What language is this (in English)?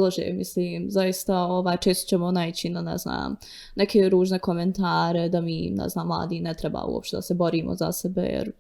Bosnian